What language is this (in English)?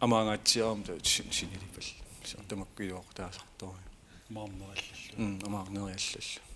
Kalaallisut